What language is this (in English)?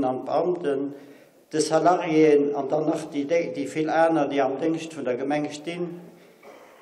Luxembourgish